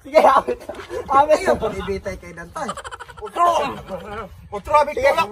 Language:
Cebuano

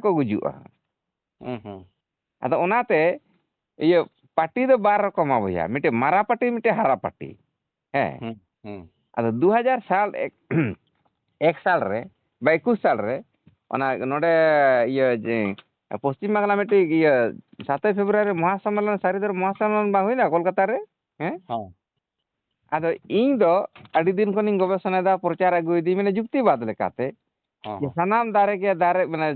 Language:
Santali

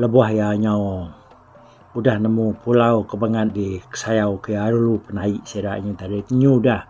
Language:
Iban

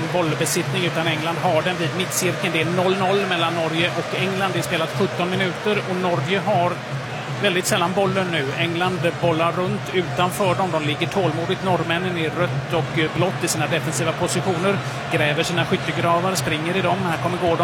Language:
Swedish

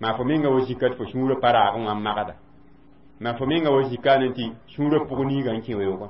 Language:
Mossi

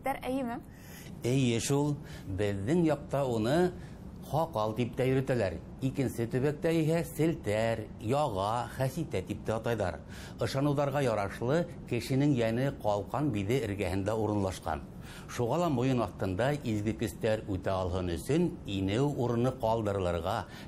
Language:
Bashkir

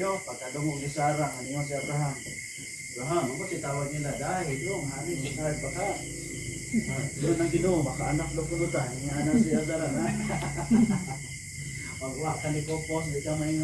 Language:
Cebuano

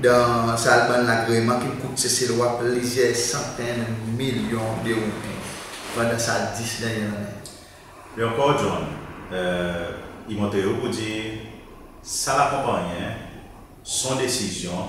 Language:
Seselwa Creole French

